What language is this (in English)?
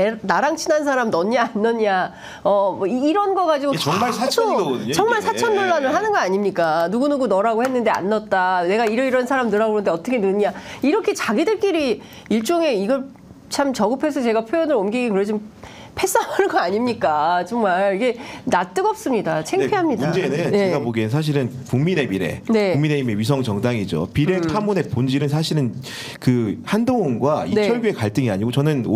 Korean